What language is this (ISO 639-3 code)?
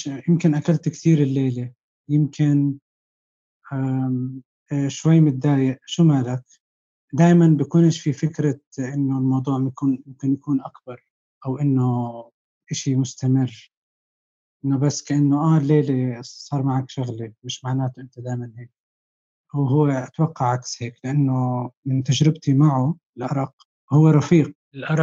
apc